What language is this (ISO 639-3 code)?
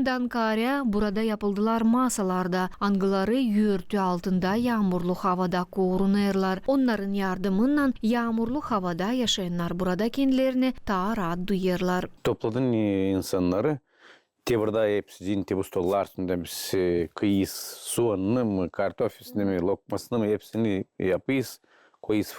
gag